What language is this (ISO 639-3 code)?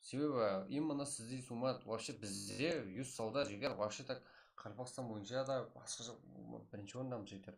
kaa